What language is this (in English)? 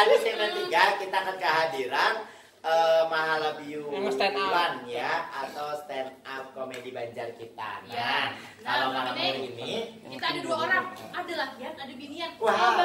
Banjar